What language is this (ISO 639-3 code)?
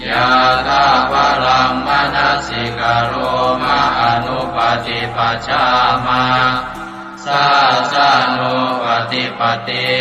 pli